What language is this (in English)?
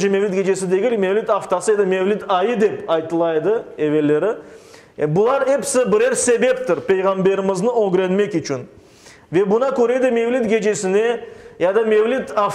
Crimean Tatar